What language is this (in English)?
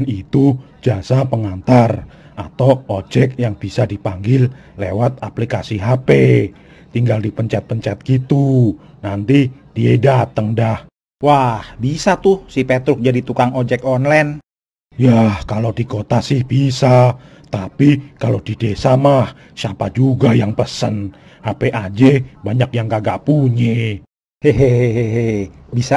Betawi